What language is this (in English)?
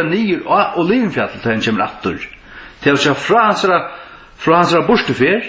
Faroese